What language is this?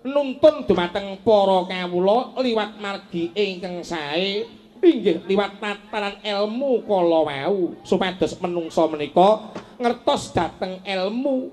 Javanese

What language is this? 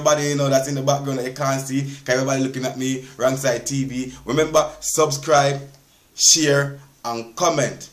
Jamaican Creole English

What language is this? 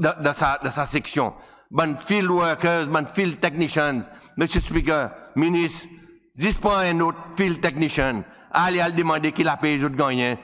Seselwa Creole French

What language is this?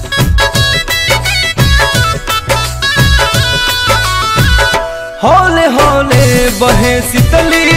Bhojpuri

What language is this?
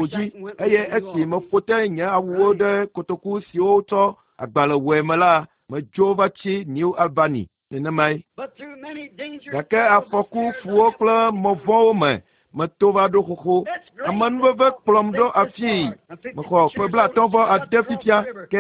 Ewe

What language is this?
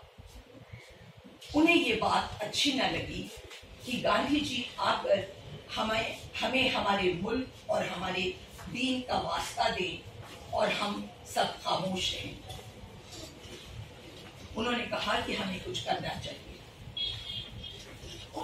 Hindi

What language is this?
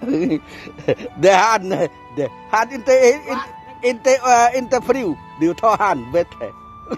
Central Mnong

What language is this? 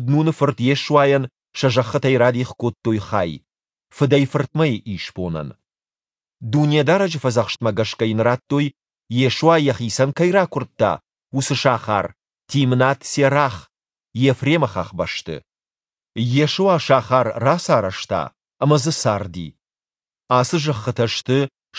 Ossetic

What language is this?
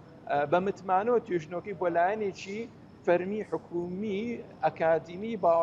Central Kurdish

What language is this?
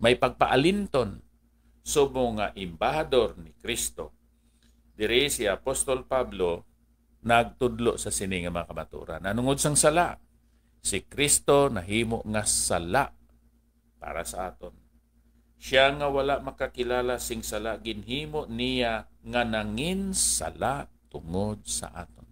Hiligaynon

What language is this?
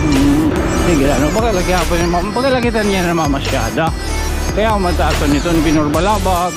Waray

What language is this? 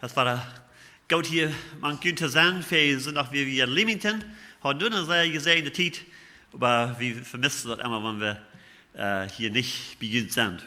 Plautdietsch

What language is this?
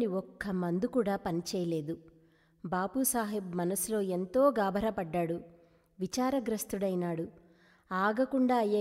Telugu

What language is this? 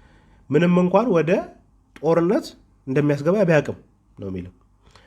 Amharic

